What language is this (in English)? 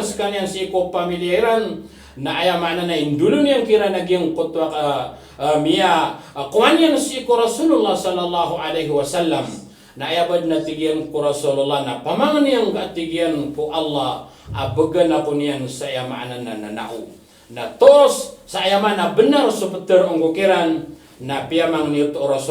Maranao